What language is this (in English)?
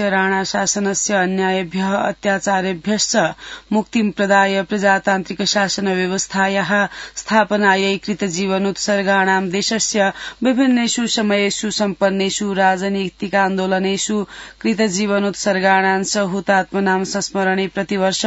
Sanskrit